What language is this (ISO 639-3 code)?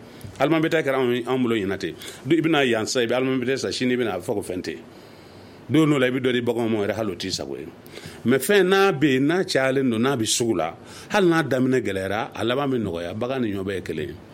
bam